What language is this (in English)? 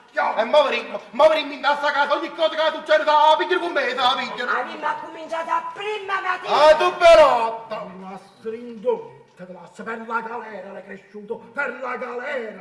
Neapolitan